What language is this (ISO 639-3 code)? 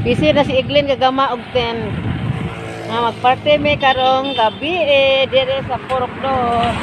ceb